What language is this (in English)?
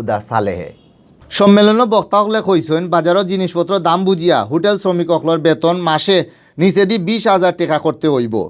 Sylheti